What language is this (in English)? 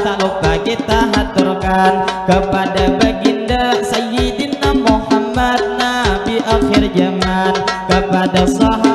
Banjar